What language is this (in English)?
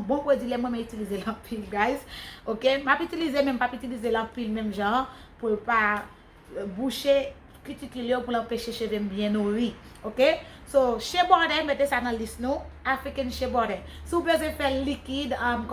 Haitian Creole